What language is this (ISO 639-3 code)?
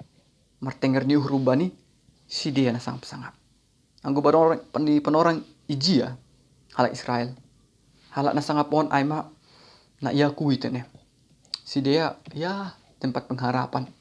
bts